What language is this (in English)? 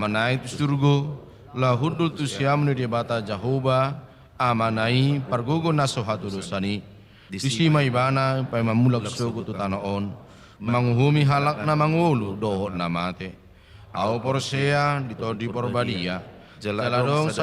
Batak Toba